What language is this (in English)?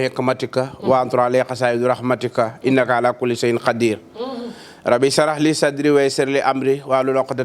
Wolof